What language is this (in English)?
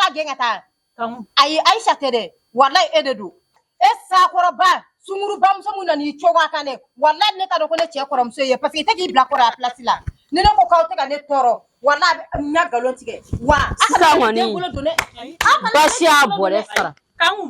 Bambara